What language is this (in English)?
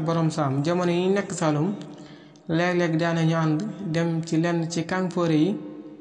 Wolof